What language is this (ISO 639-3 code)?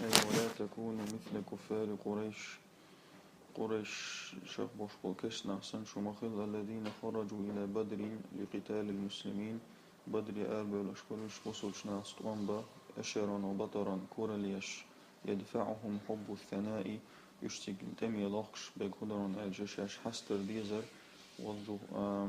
che